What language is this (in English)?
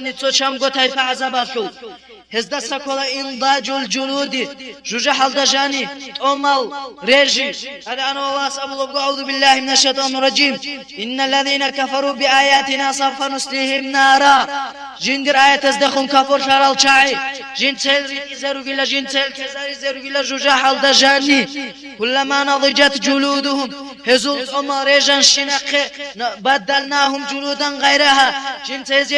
Avaric